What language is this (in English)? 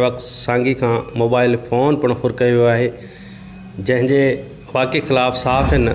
Sindhi